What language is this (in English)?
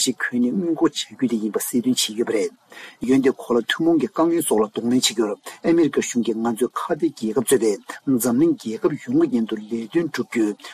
Tibetan